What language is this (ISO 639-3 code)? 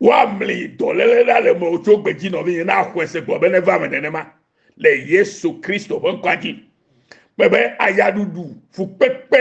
ewe